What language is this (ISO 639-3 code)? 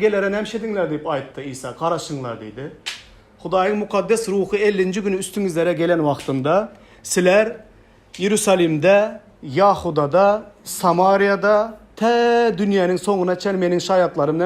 tuk